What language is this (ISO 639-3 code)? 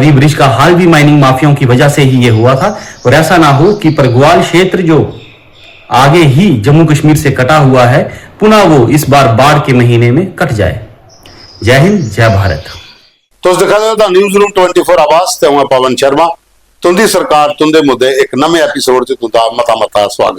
doi